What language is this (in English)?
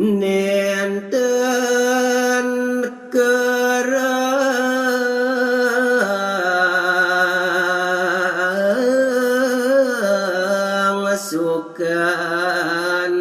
Balinese